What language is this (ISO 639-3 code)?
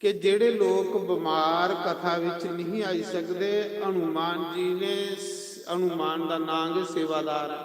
doi